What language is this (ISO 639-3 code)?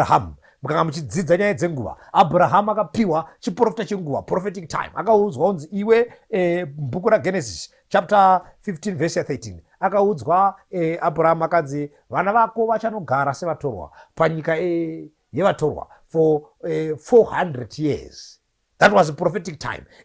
sna